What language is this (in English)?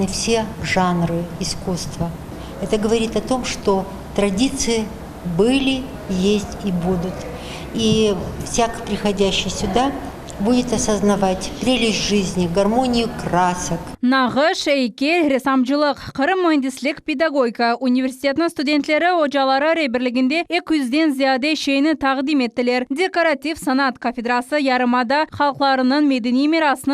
Crimean Tatar